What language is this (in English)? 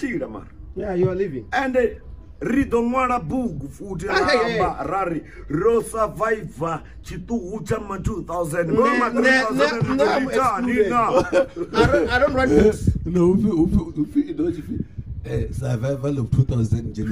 Venda